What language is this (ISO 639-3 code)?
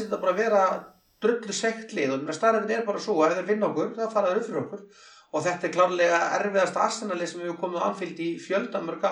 isl